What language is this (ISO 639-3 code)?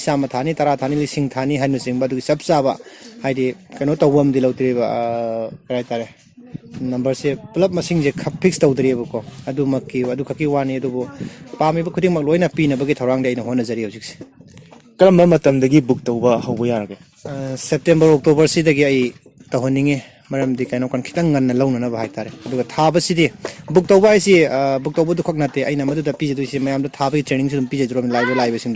mni